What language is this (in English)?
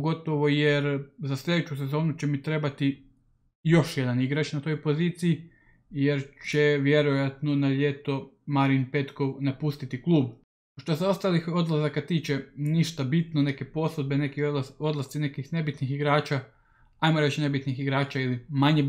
Croatian